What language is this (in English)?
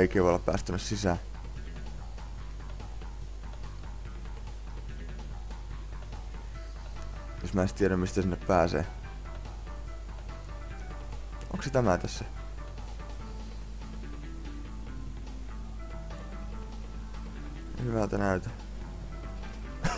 Finnish